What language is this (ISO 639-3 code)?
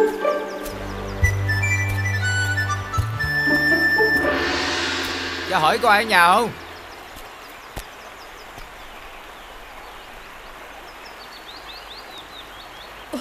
vie